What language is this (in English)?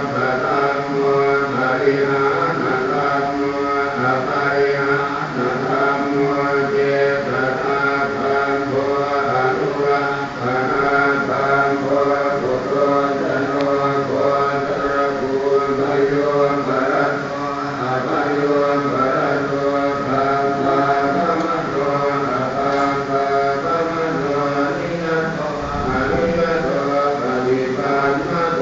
Pali